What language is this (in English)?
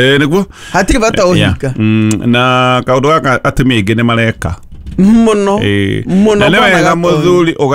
Kikuyu